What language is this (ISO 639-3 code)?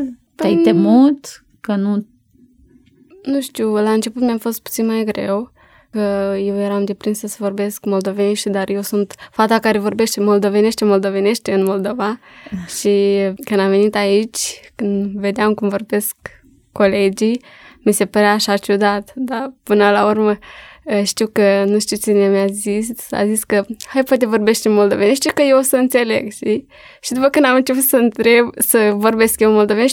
ron